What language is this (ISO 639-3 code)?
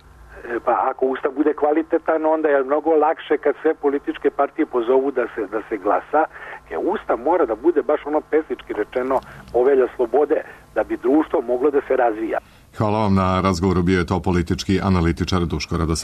srp